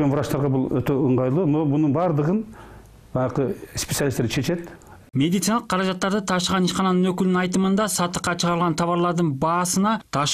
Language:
Kyrgyz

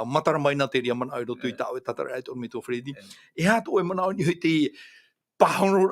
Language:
Tahitian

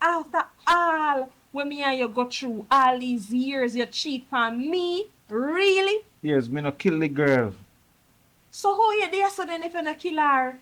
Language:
Jamaican Creole English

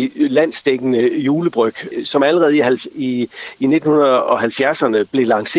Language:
Danish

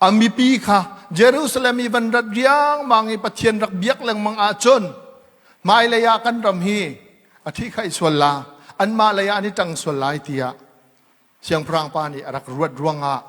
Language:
Hakha Chin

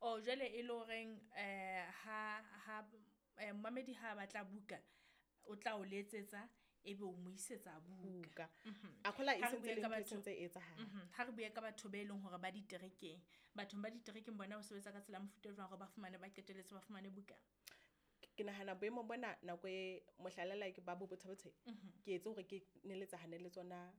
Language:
Southern Sotho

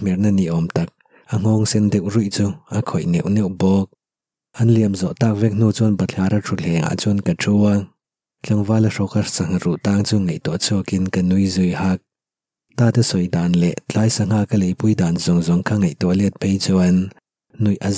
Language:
Mizo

